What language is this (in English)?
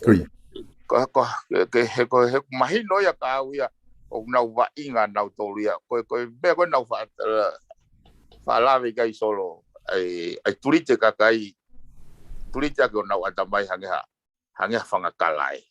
Tongan